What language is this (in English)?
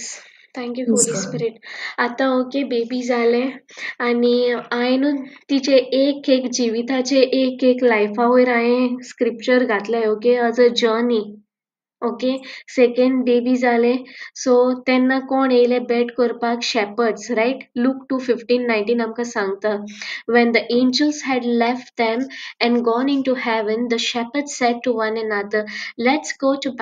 Konkani